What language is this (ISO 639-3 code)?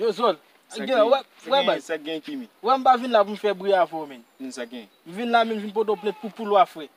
hat